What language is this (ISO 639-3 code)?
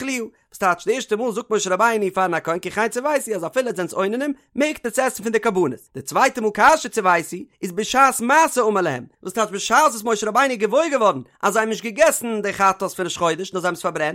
yid